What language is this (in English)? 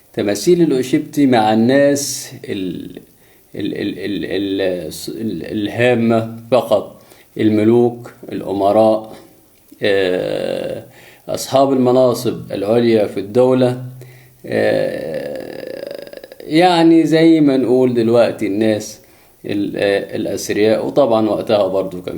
Egyptian Arabic